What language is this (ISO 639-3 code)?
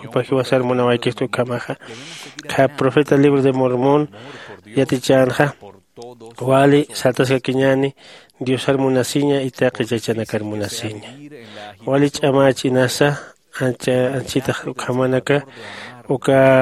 aym